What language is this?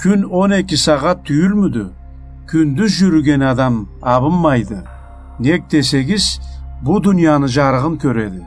Karachay-Balkar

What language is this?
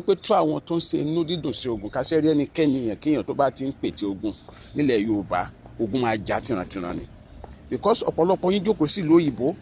Yoruba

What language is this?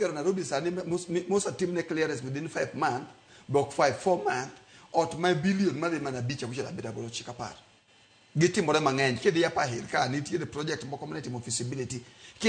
Luo (Kenya and Tanzania)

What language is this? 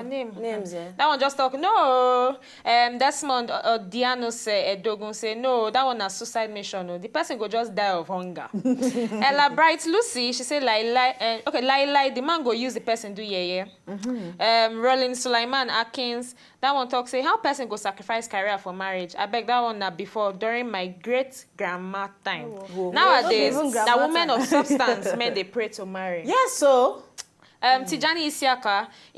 Nigerian Pidgin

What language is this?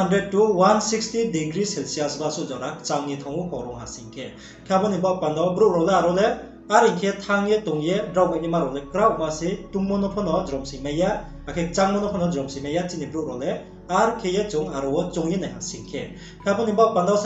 Riang (India)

